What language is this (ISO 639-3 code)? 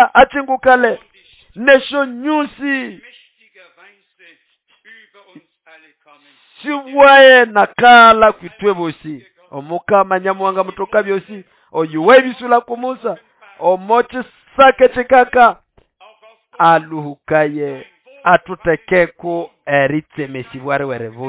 nnb